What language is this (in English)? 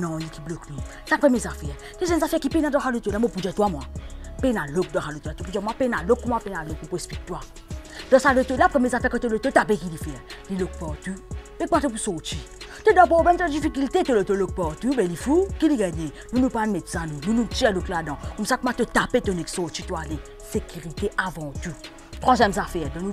Morisyen